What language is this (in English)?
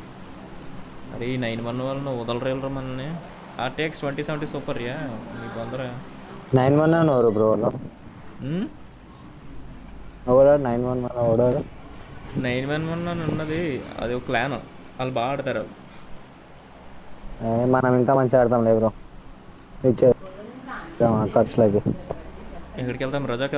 Telugu